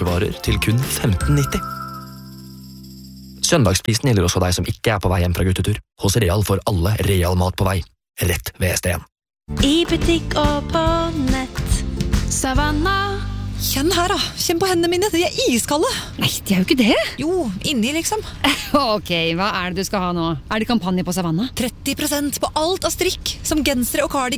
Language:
Norwegian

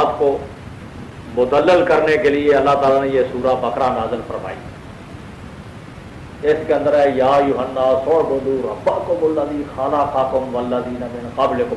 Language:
Urdu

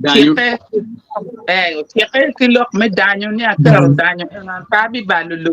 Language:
Acoli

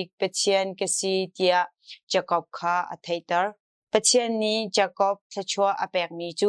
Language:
Hakha Chin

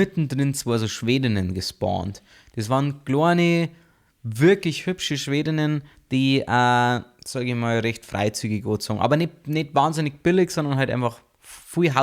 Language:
Bavarian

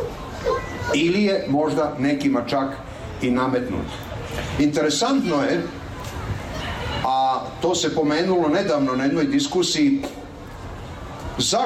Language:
Serbian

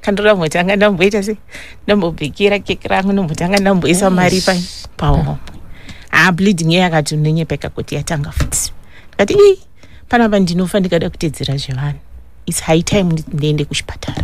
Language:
Shona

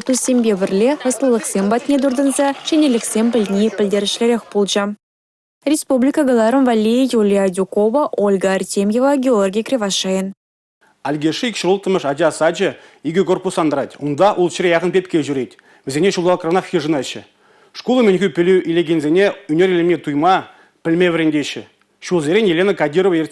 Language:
Chuvash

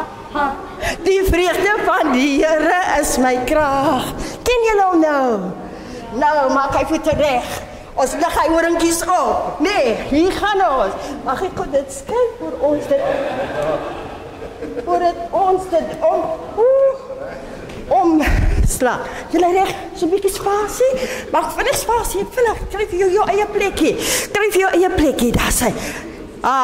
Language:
Afrikaans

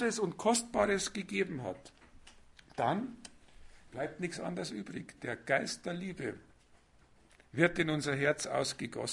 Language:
German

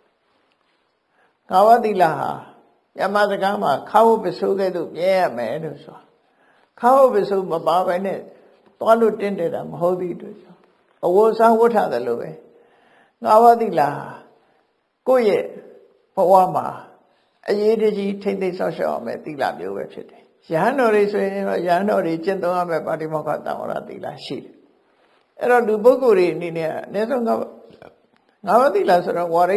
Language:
Burmese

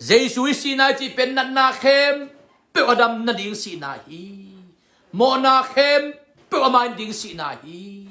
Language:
Tedim Chin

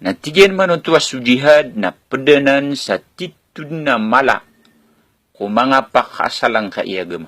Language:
Maranao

